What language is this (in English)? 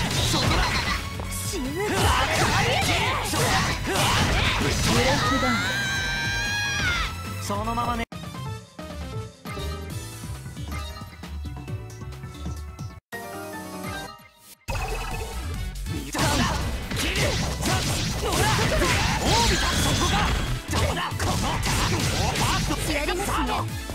Japanese